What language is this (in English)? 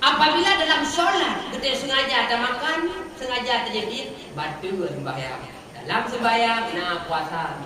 Achinese